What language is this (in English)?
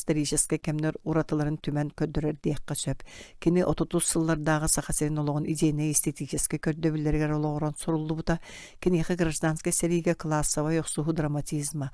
Yakut